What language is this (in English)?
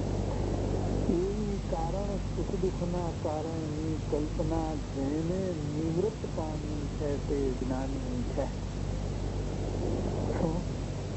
Gujarati